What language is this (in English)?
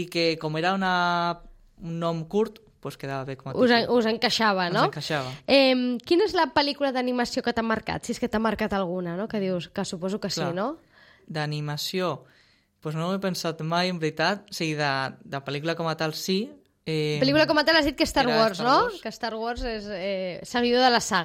Catalan